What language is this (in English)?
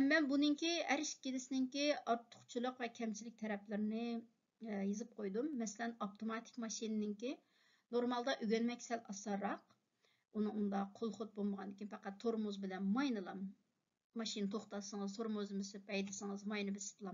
Uyghur